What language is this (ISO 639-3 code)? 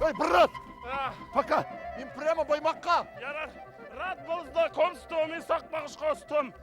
bak